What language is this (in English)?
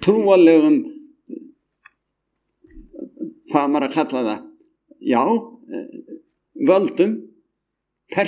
Icelandic